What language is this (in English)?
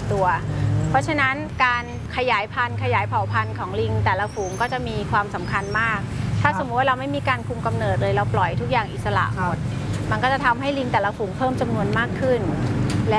Thai